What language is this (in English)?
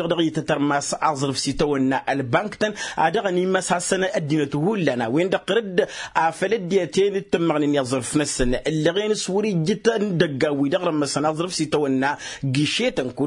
Tamasheq